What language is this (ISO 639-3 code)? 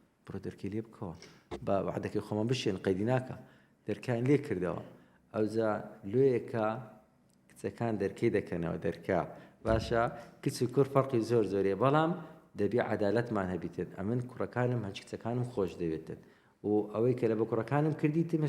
ckb